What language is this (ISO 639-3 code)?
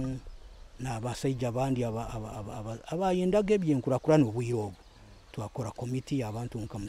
nyo